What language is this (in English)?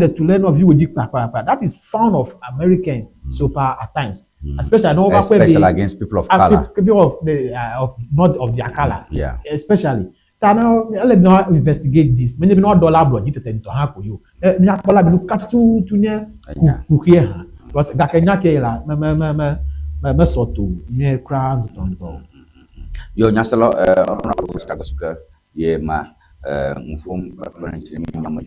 Ewe